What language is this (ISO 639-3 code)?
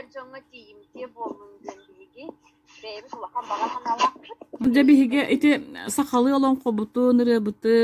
sah